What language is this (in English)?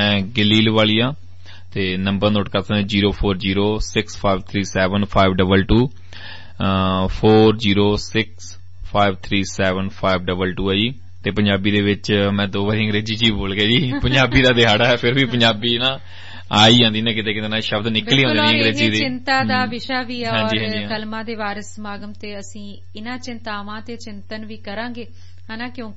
Punjabi